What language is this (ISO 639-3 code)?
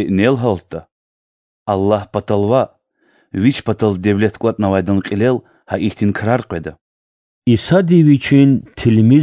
lez